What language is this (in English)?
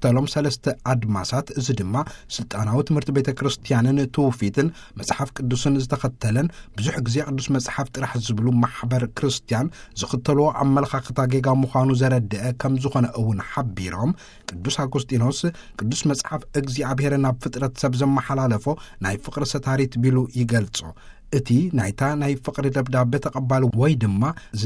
Tigrinya